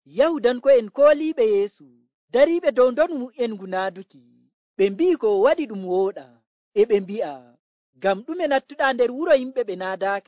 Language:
Nigerian Fulfulde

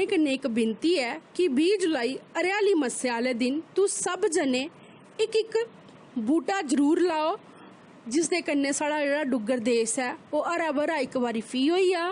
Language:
Dogri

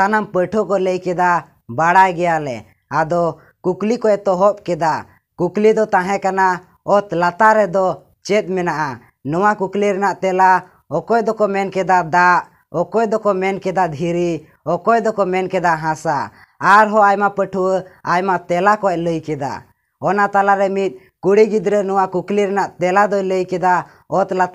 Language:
Santali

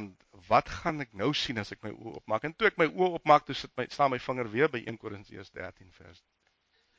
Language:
Afrikaans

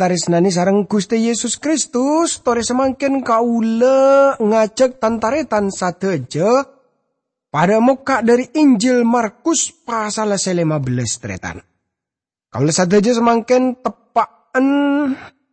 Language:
Madurese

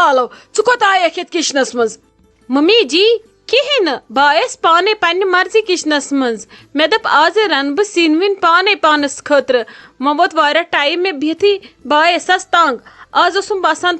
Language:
Kashmiri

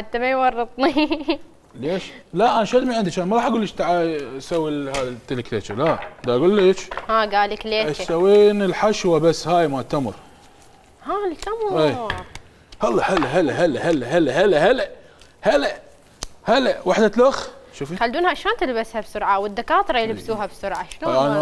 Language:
Mesopotamian Arabic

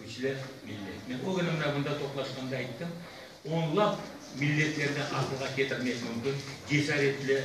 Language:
Crimean Tatar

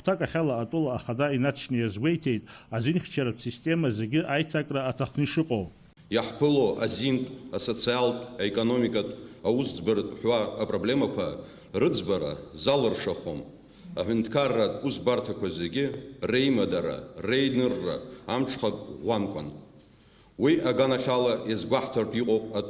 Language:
Abkhazian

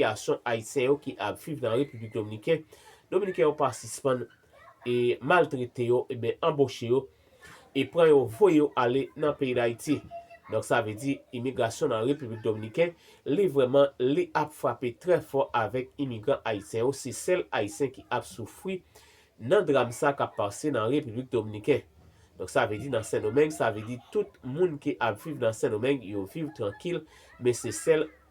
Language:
Haitian Creole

